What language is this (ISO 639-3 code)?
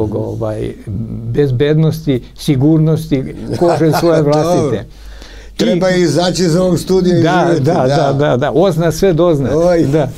srp